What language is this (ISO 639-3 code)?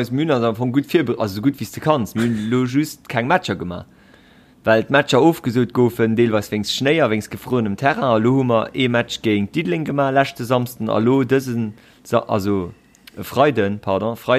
ltz